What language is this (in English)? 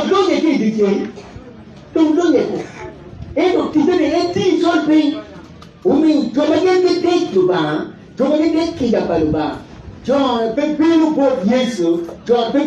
Acoli